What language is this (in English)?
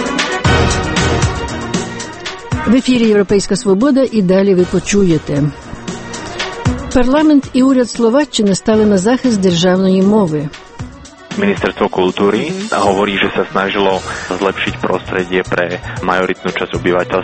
Ukrainian